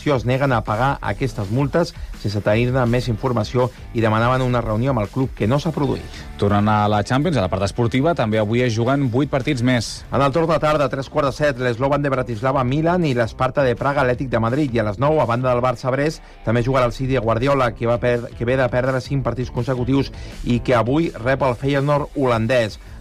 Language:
Catalan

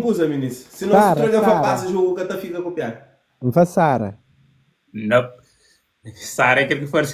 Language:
Kabuverdianu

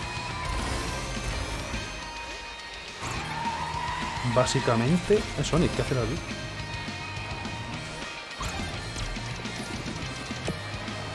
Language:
Spanish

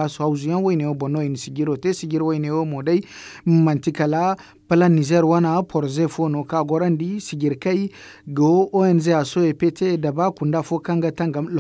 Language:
Zarma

